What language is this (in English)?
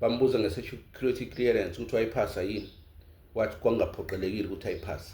Zulu